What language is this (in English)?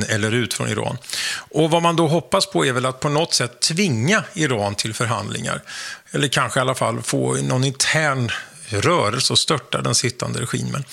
Swedish